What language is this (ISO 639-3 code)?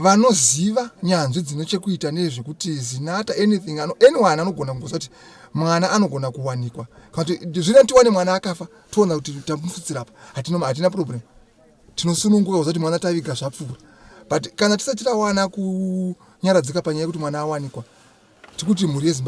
sna